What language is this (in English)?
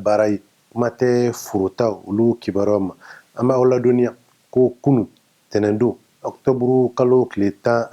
Bambara